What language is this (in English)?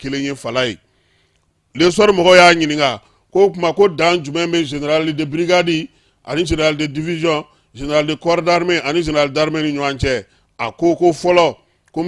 Bambara